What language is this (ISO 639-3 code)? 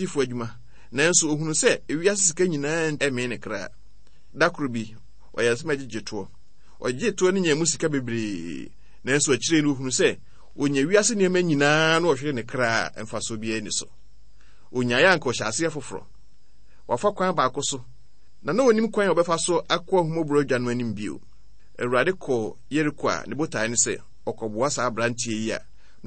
aka